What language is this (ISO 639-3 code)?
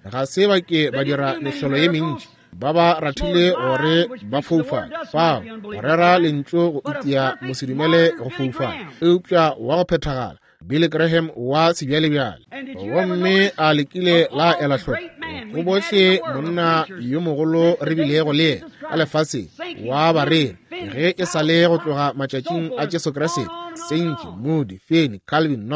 nso